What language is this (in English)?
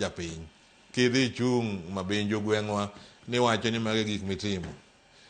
Luo (Kenya and Tanzania)